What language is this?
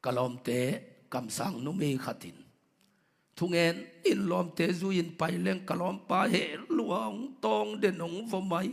Tedim Chin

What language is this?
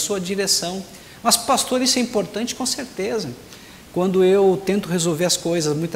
Portuguese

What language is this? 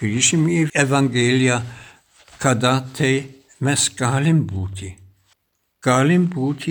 Lithuanian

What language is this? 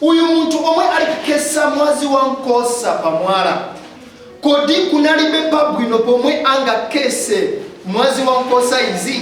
Nyanja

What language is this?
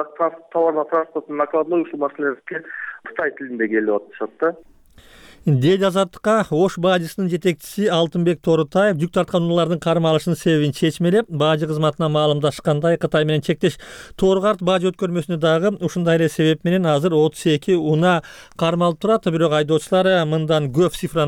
Kyrgyz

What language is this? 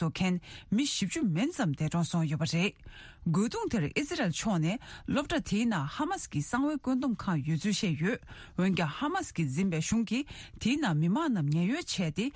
Tibetan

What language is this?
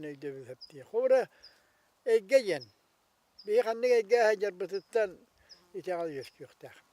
Yakut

